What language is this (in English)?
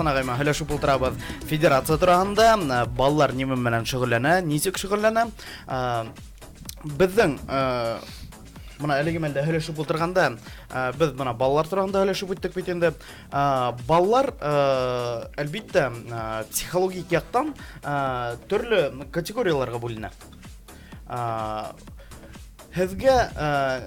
Bashkir